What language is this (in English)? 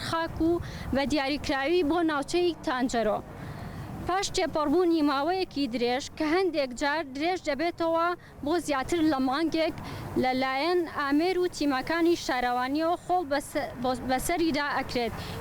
Central Kurdish